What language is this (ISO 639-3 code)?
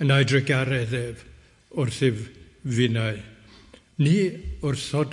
cym